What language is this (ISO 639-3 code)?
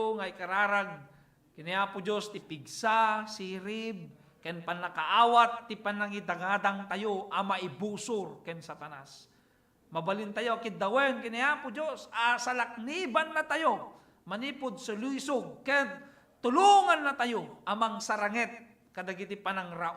ilo